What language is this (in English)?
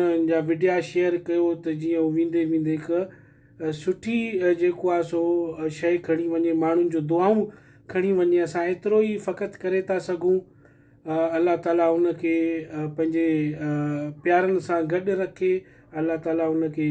Sindhi